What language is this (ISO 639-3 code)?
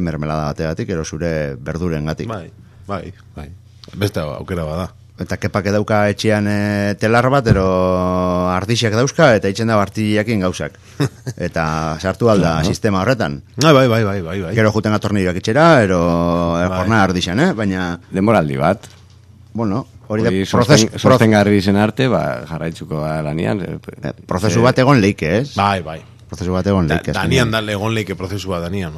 eus